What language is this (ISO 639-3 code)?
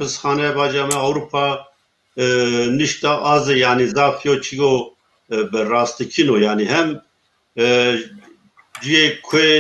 zza